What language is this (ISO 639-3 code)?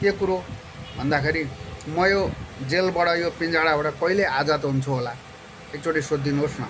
nep